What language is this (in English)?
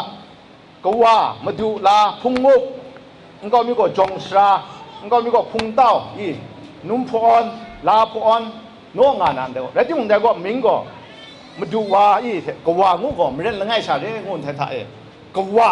Kachin